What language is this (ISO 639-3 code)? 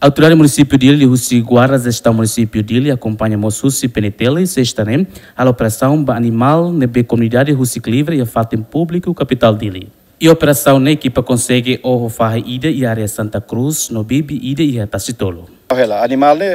tet